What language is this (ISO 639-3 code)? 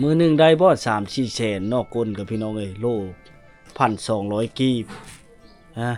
lao